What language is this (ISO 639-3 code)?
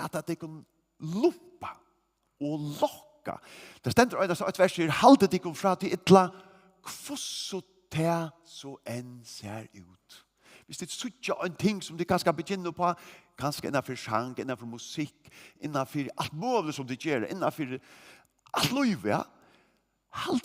fao